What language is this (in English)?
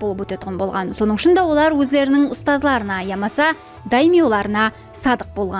Kara-Kalpak